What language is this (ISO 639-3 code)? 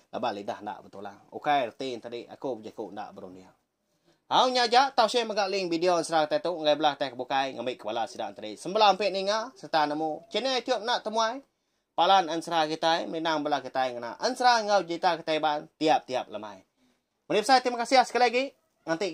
iba